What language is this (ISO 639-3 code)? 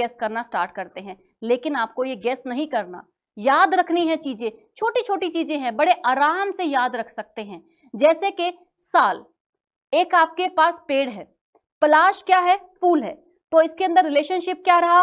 hin